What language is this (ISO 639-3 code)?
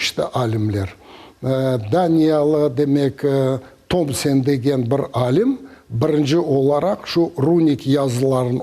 crh